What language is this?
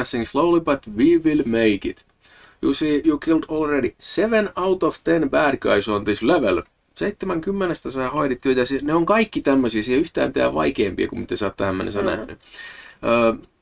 Finnish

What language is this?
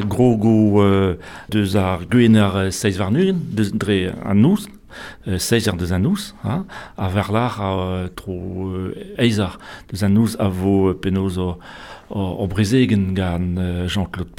Breton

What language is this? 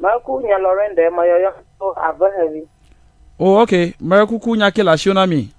Ewe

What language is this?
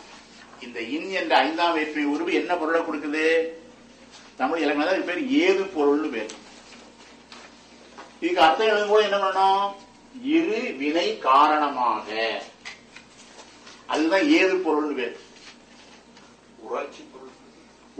Tamil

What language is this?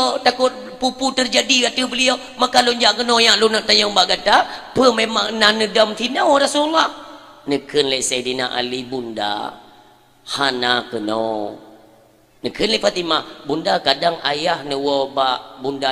Achinese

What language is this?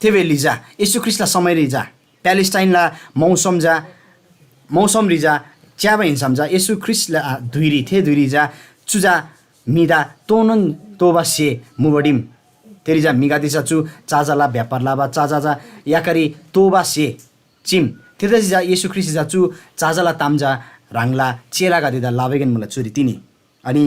Eastern Tamang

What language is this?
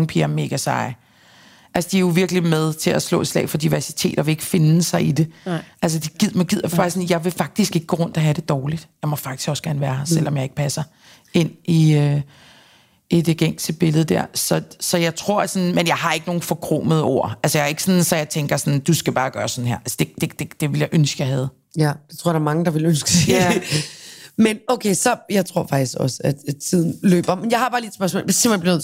Danish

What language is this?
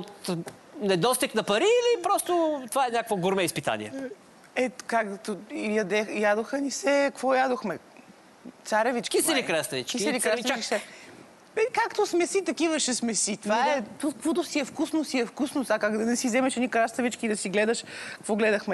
Bulgarian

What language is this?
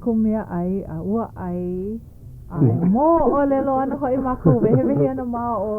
Hawaiian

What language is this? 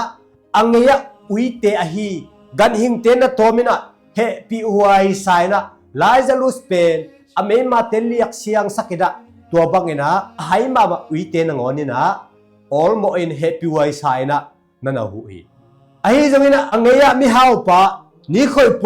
Tedim Chin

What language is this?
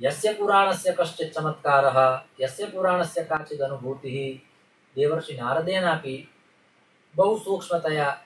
Sanskrit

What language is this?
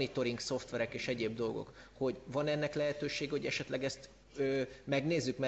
Hungarian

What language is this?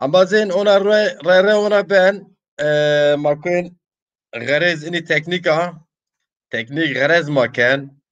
Zaza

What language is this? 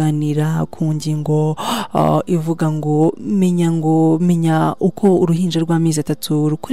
Kinyarwanda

